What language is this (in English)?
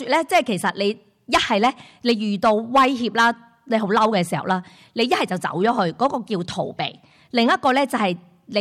Cantonese